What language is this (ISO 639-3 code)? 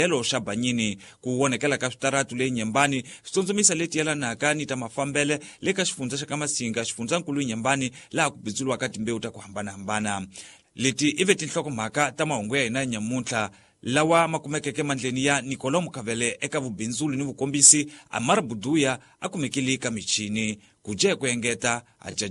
tso